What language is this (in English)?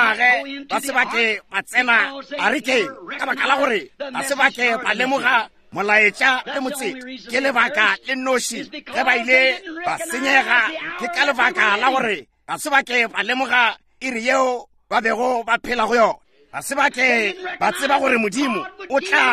Northern Sotho